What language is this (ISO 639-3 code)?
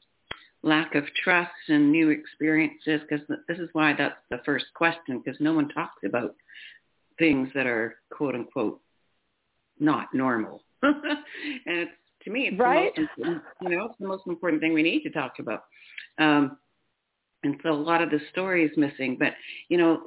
eng